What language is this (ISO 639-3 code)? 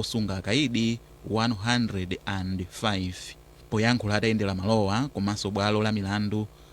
nya